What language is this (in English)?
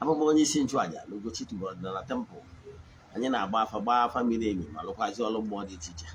Igbo